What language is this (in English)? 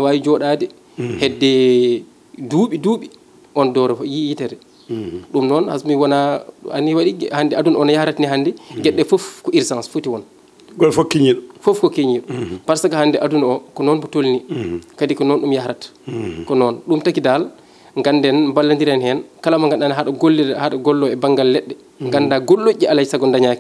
Fula